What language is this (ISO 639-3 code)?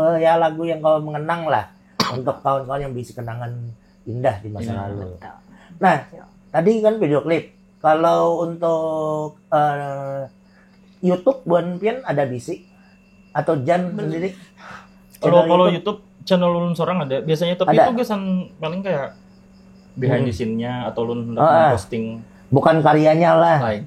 bjn